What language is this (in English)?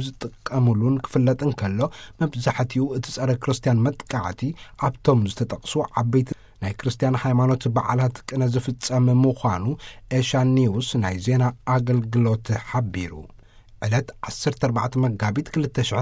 Tigrinya